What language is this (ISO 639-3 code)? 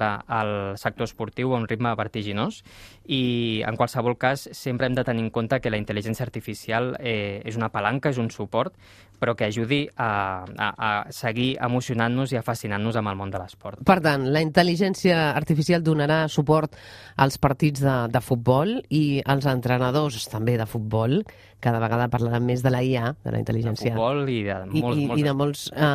cat